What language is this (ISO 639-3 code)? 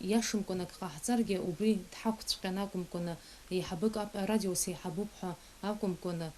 abk